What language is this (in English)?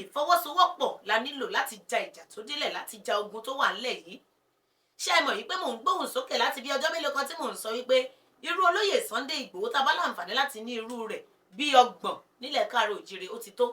Yoruba